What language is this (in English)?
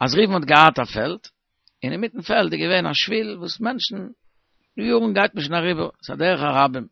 Yiddish